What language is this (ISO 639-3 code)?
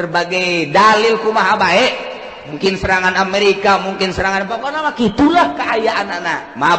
sun